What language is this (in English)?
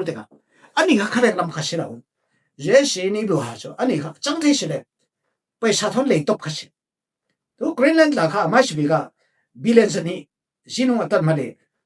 Falam Chin